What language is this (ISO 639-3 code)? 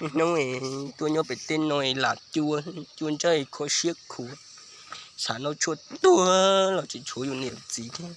hmn